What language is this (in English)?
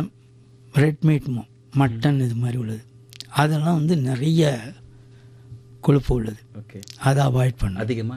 Tamil